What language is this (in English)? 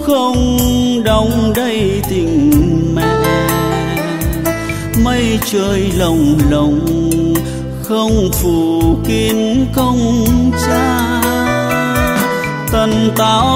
Vietnamese